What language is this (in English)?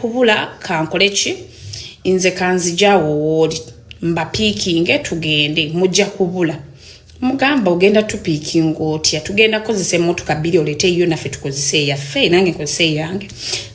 Ganda